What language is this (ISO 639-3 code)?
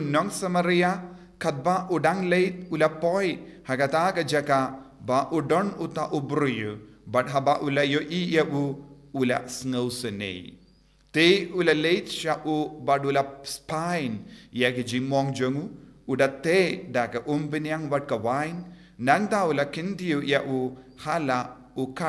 kha